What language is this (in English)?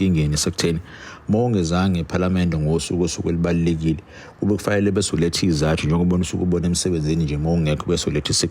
Zulu